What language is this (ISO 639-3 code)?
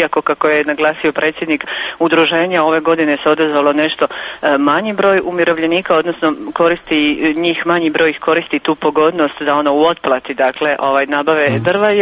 hrv